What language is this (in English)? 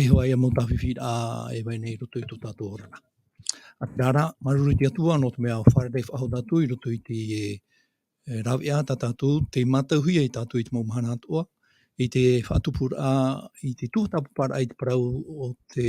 Tahitian